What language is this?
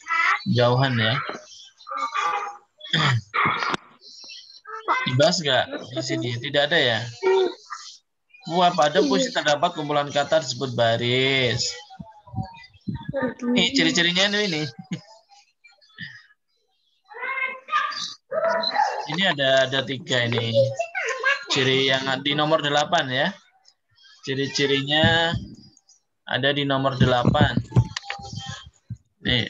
Indonesian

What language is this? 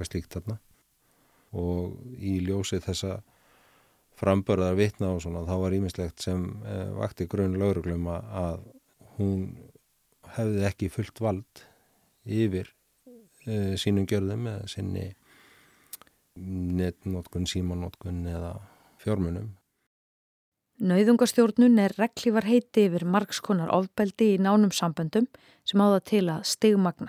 Icelandic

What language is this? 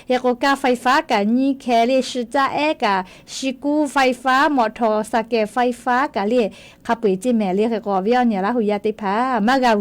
Lahu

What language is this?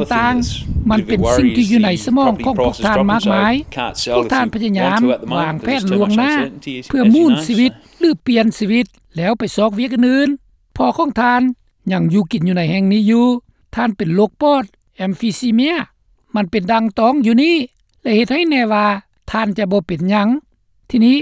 Lao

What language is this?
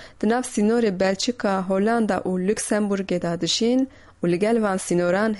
Kurdish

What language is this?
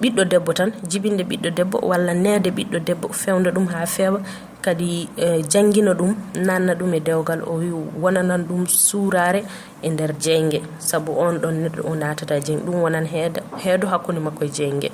Fula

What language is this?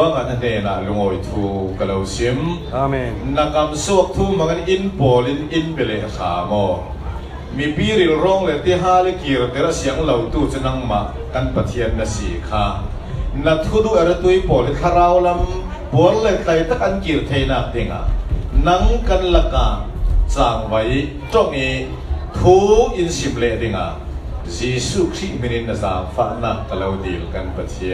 Falam Chin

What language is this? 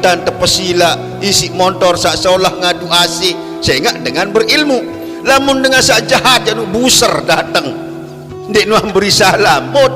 Sasak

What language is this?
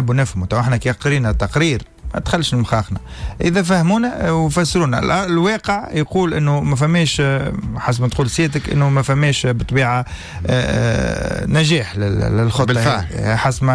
Tunisian Arabic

